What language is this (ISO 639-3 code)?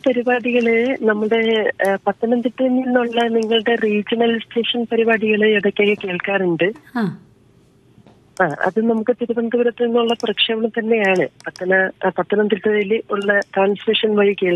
mal